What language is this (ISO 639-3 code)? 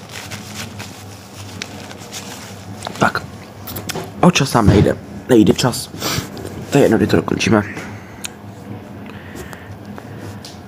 ces